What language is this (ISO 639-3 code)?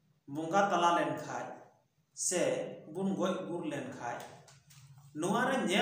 sat